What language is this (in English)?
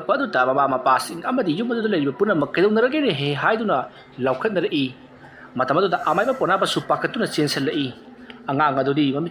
Manipuri